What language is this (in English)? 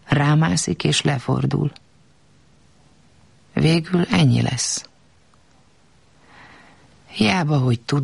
Hungarian